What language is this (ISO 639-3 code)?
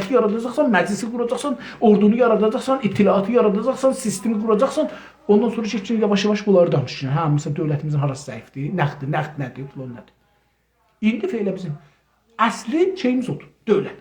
azb